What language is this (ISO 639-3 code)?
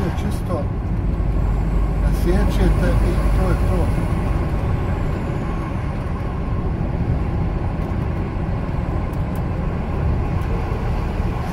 hrv